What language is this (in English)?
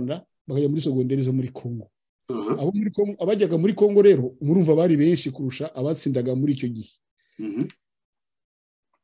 Kinyarwanda